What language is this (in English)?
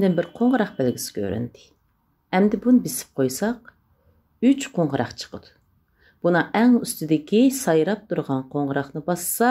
Uyghur